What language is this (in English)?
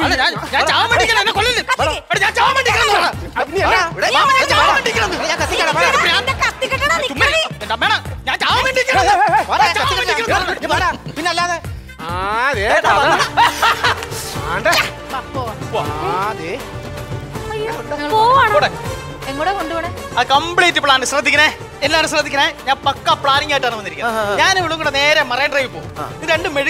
Malayalam